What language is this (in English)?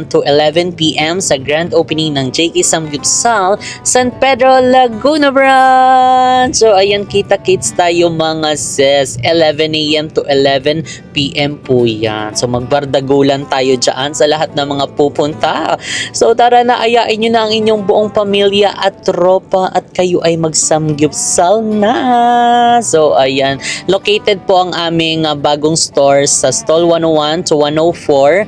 Filipino